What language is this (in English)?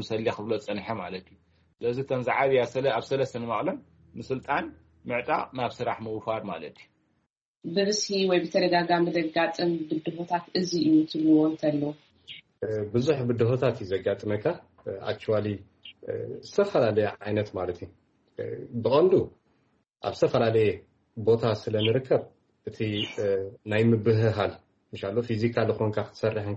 Tigrinya